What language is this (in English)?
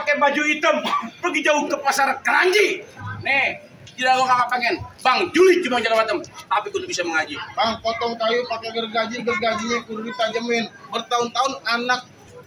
Betawi